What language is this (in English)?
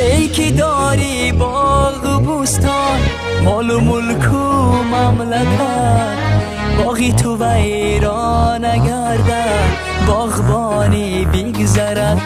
Tajik